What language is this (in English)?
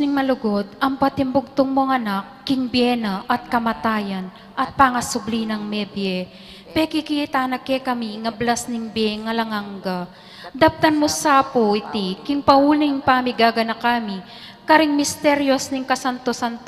Pampanga